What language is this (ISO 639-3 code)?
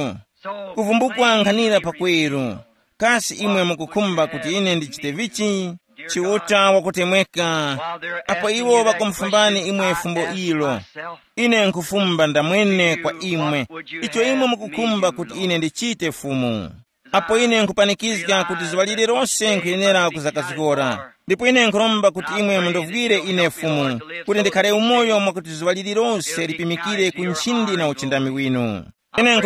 tum